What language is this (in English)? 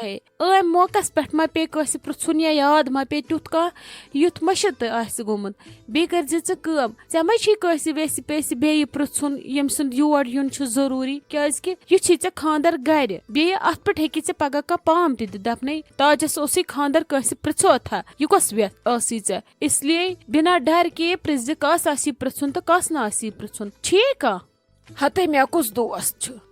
Kashmiri